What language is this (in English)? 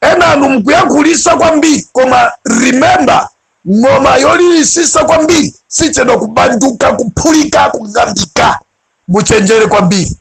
Nyanja